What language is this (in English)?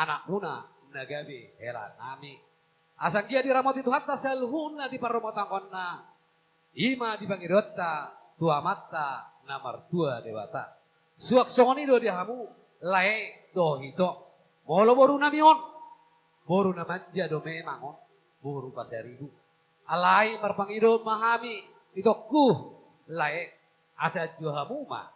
Batak Toba